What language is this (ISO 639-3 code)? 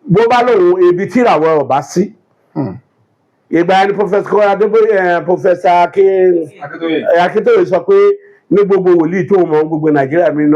yor